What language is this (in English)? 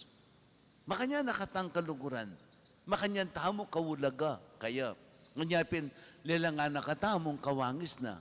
Pampanga